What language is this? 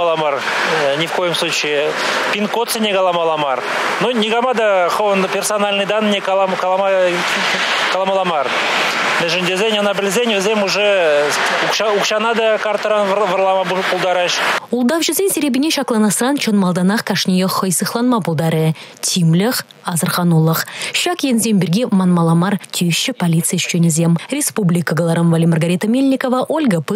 Chuvash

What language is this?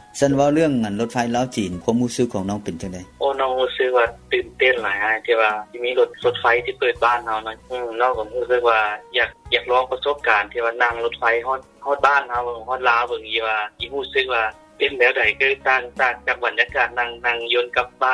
Lao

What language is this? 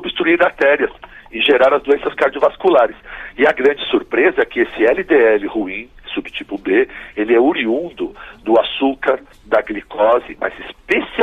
Portuguese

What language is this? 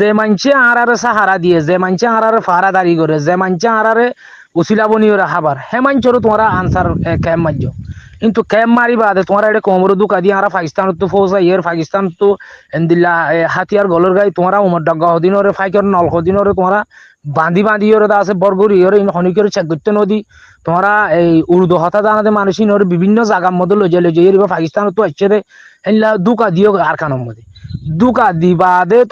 Rohingya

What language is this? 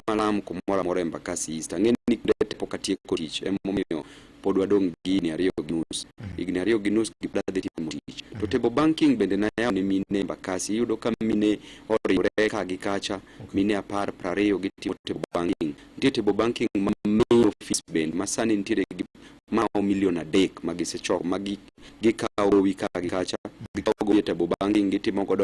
Luo (Kenya and Tanzania)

